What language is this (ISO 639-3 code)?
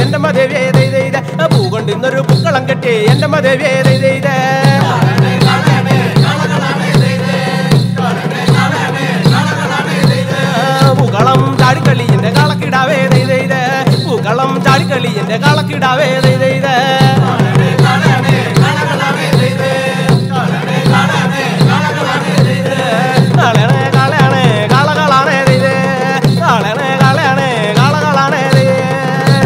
mal